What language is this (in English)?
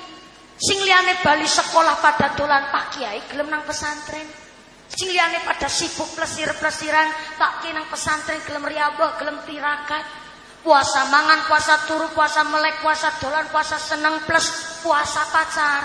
Javanese